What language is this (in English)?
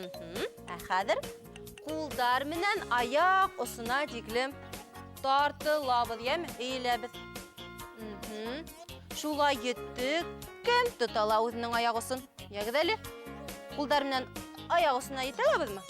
Bashkir